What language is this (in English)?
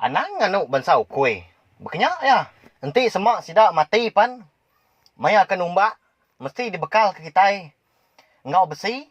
Iban